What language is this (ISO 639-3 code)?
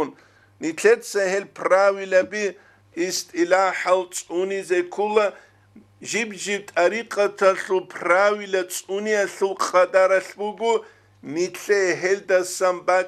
ava